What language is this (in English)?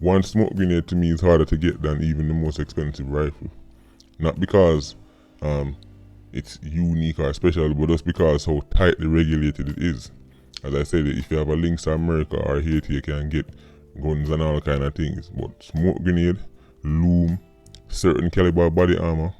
Jamaican Creole English